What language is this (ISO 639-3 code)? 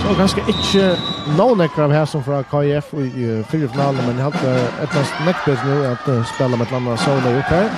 fao